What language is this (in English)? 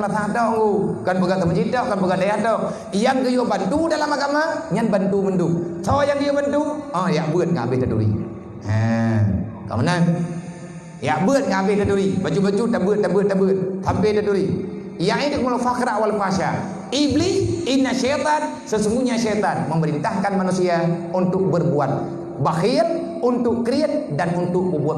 Achinese